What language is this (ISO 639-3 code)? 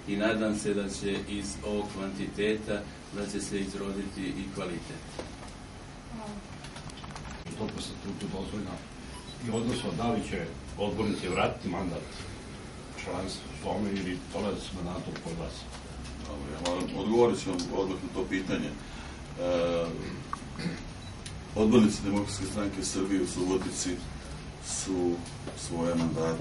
srp